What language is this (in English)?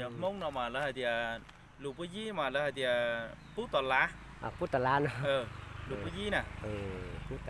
Hmong